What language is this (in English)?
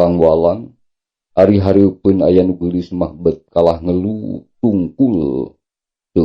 Sundanese